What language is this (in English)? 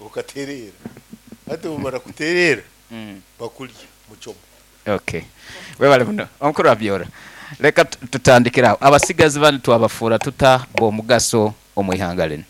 Nyankole